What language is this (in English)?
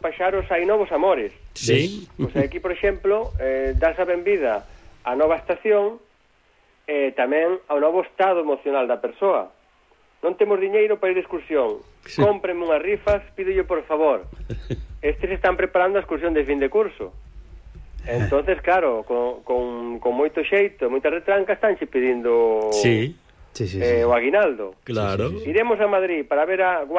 Galician